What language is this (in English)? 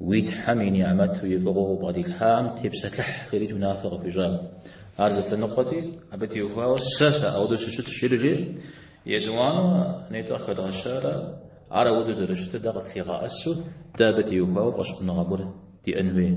Kabardian